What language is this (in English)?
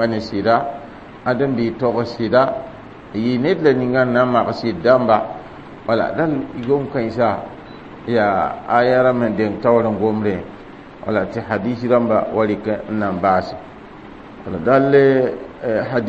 Mossi